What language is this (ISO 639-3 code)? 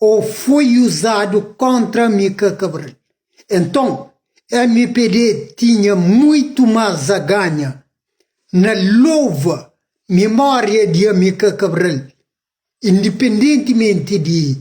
kea